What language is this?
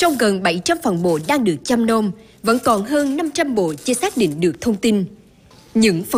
Vietnamese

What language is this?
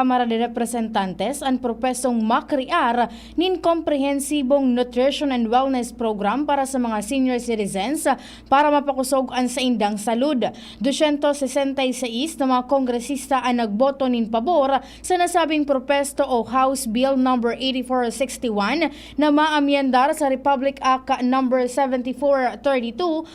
Bikol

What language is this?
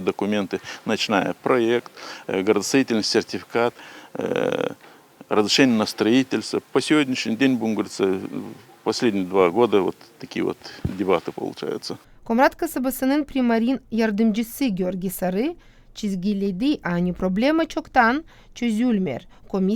Gagauz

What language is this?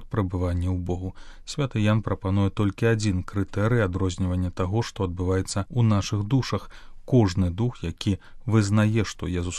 Belarusian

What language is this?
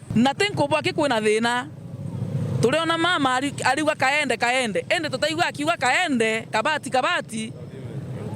Meru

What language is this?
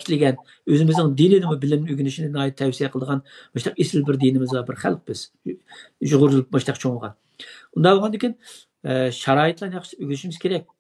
Uyghur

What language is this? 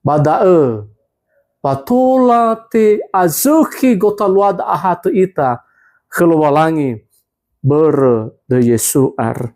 Nias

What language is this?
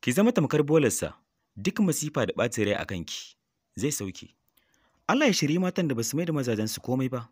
Hausa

